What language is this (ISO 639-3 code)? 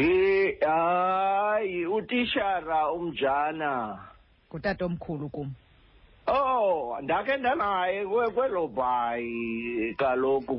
xho